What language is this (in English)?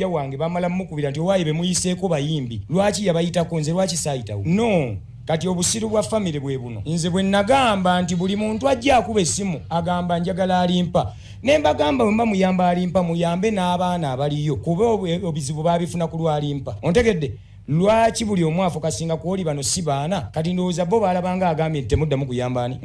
Ganda